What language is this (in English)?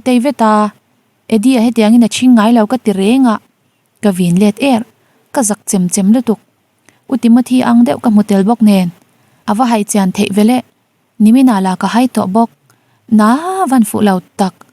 Mizo